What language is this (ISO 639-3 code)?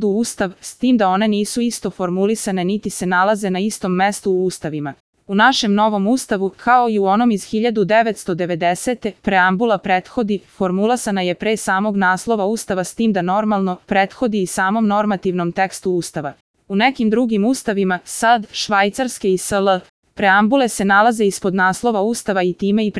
srp